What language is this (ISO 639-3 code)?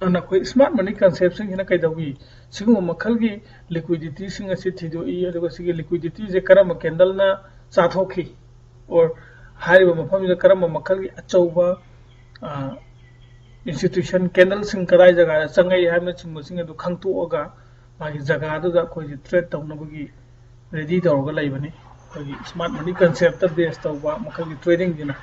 mni